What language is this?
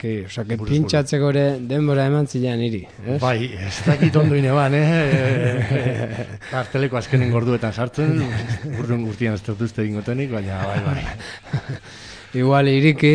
Basque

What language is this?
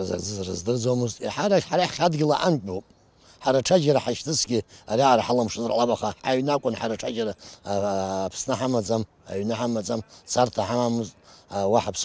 Abkhazian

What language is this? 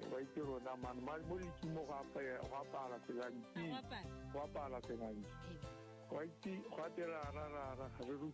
Tswana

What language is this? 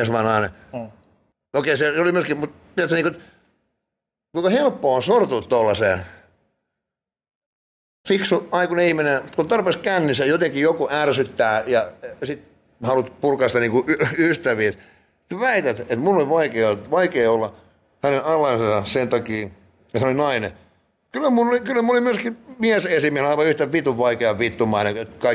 Finnish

